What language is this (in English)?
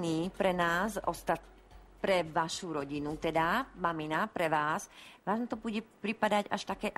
Slovak